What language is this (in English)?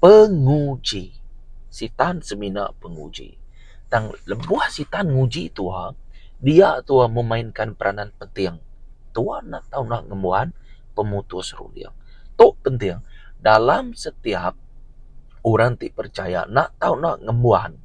Iban